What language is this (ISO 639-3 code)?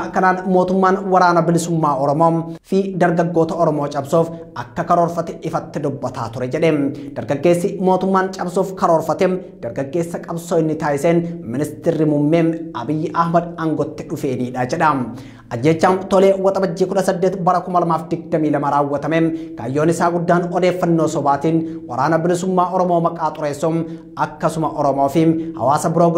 orm